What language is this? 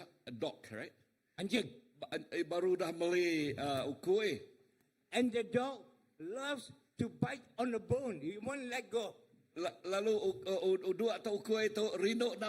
Iban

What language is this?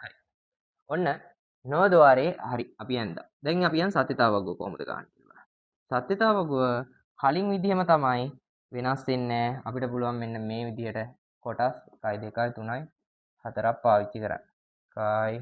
Sinhala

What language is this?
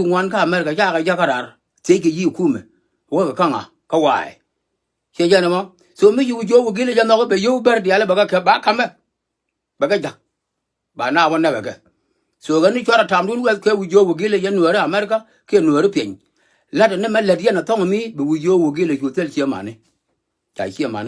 Nuer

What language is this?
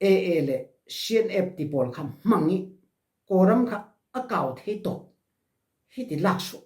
Falam Chin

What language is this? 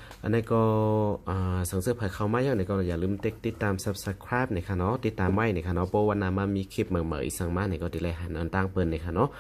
Shan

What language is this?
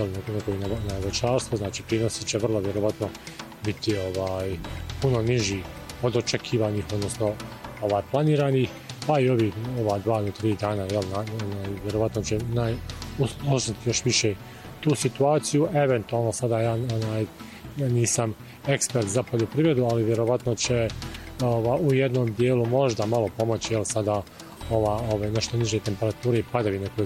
Bosnian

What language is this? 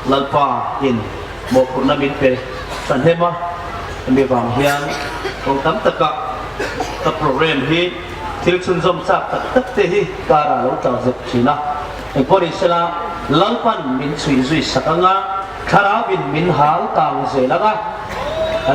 Hmar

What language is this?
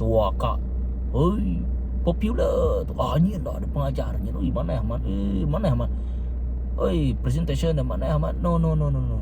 Iban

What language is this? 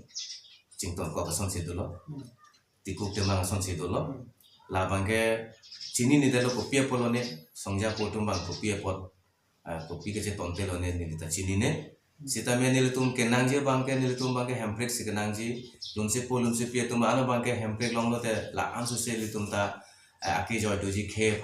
Karbi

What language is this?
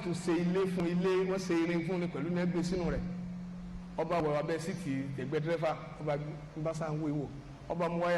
Yoruba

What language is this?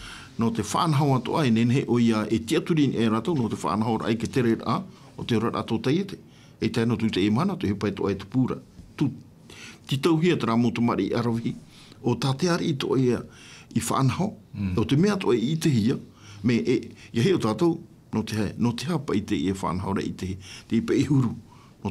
Tahitian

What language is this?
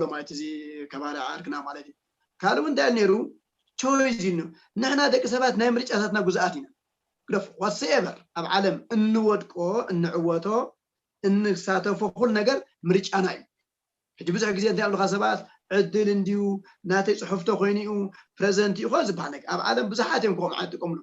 Tigrinya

